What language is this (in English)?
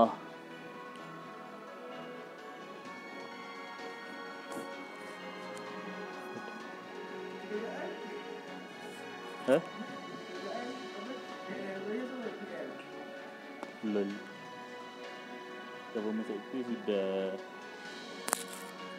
Malay